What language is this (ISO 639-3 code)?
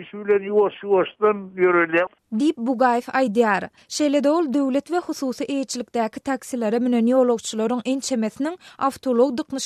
tuk